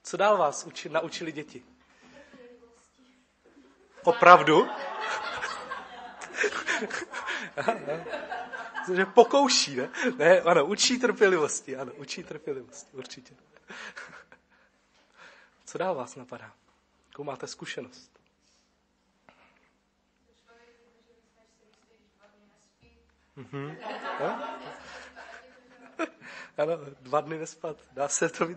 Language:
Czech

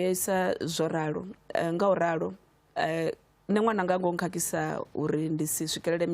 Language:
Venda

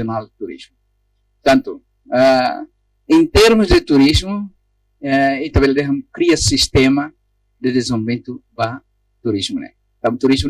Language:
Tetum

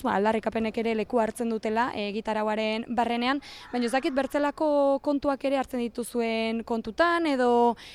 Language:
Basque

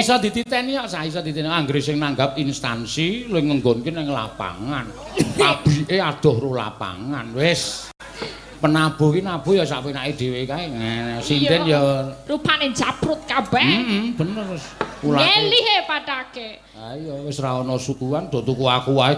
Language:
Javanese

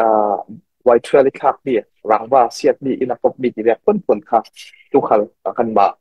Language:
Falam Chin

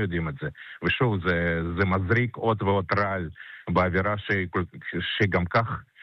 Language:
Hebrew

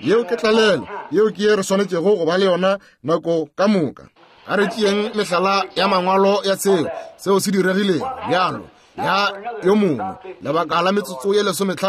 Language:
Northern Sotho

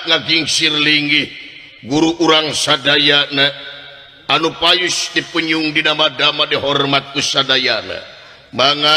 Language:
Sundanese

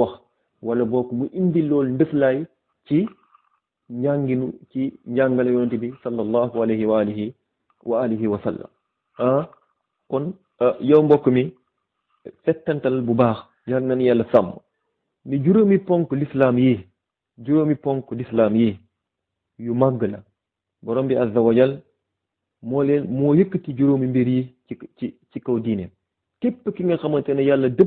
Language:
Wolof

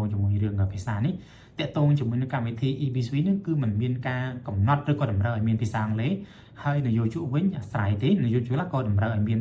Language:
Khmer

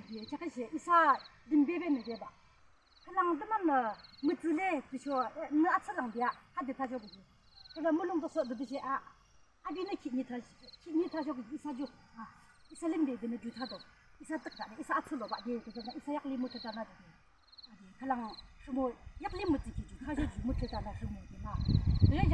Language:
Yimchungru Naga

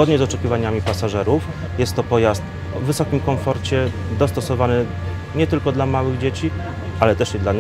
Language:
Polish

